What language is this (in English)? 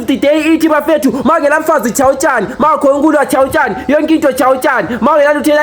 Zulu